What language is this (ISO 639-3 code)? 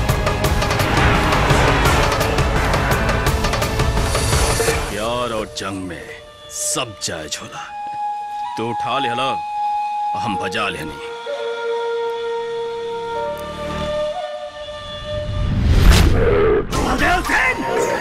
bho